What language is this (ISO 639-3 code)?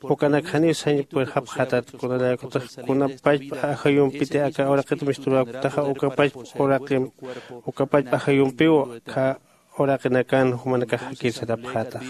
aym